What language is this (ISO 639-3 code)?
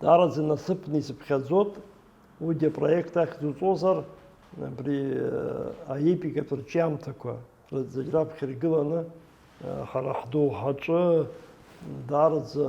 abk